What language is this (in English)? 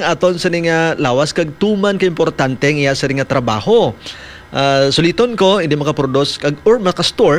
Hiligaynon